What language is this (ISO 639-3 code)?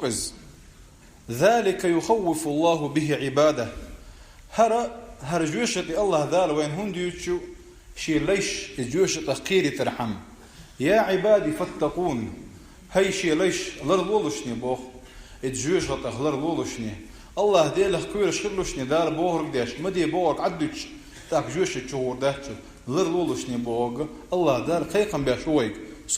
che